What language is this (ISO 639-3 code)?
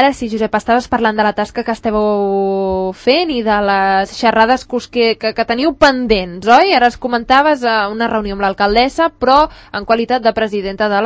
cat